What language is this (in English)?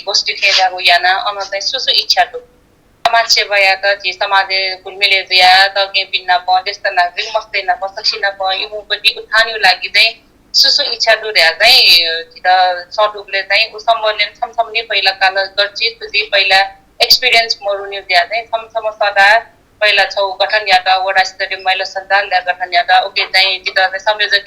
Newari